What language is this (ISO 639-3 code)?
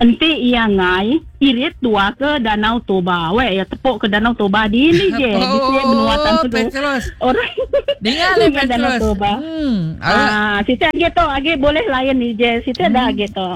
iba